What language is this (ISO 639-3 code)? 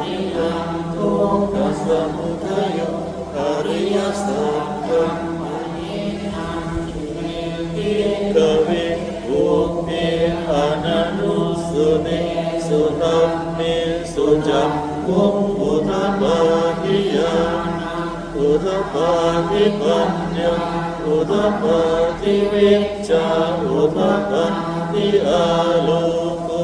pli